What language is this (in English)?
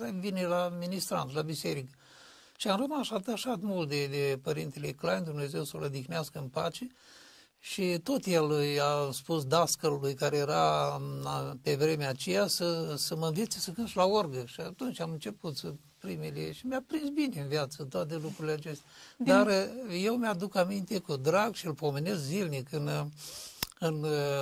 Romanian